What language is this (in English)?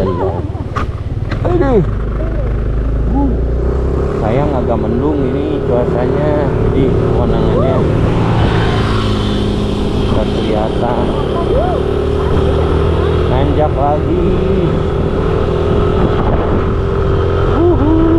Indonesian